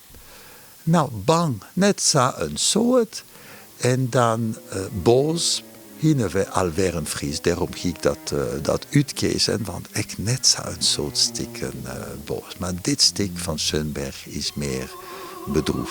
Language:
Western Frisian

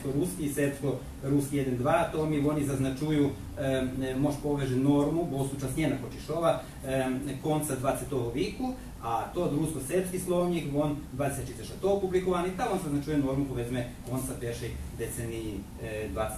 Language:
Rusyn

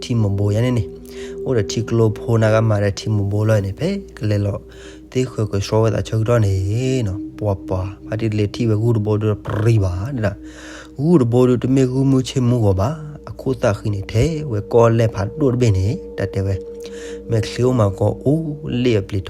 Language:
S'gaw Karen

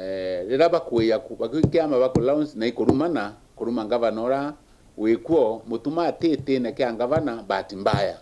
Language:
Meru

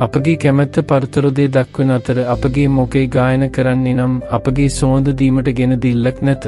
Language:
Sinhala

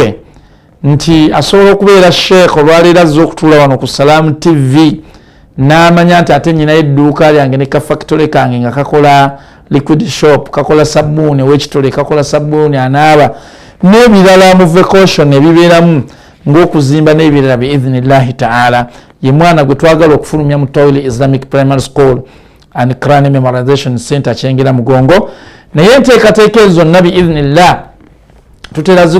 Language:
Ganda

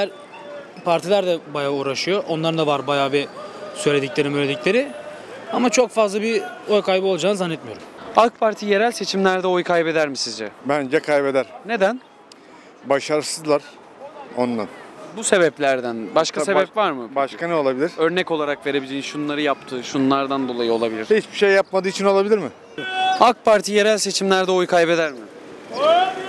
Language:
Turkish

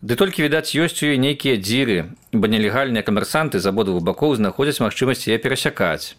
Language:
Belarusian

